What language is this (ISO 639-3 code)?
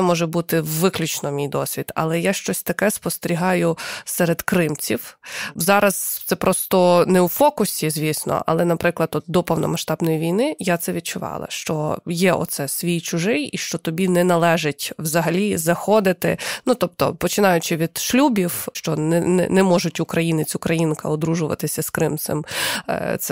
ukr